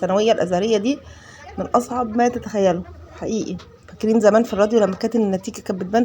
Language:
Egyptian Arabic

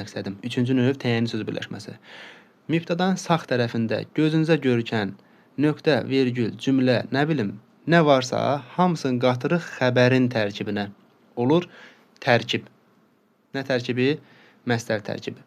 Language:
Azerbaijani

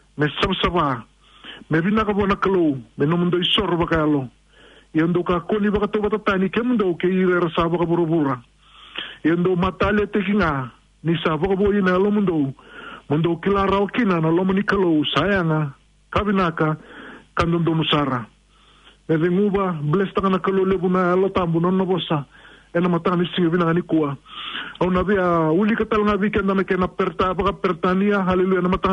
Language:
Fijian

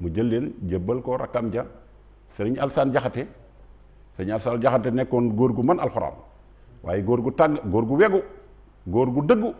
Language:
Wolof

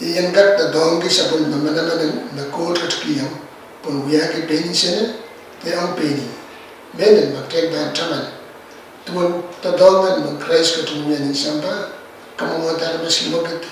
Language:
Pohnpeian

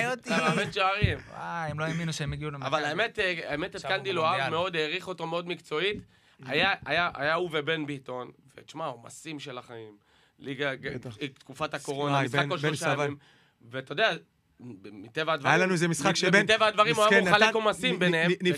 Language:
Hebrew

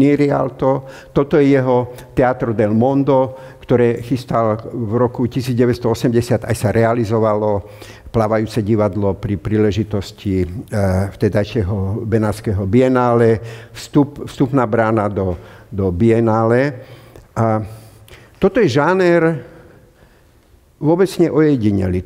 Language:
Slovak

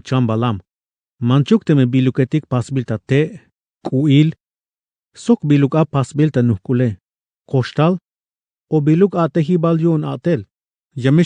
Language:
Tzeltal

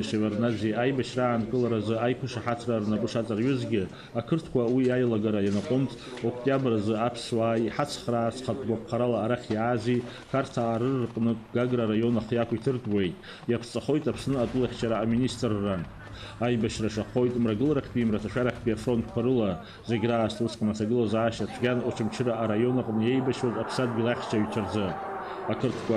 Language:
Abkhazian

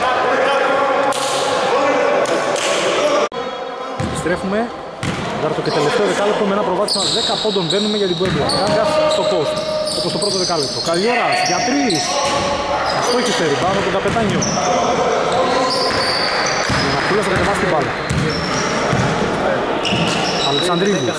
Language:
Greek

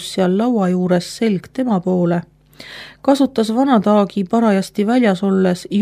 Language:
Estonian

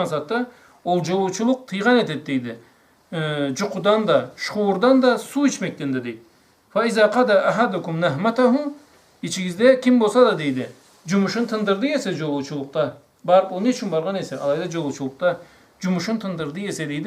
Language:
Karachay-Balkar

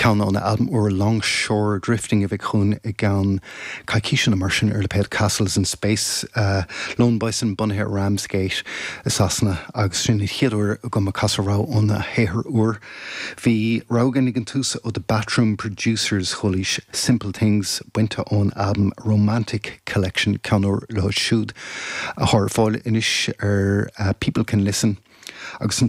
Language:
Irish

